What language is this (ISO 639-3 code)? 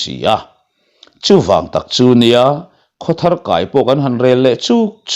lus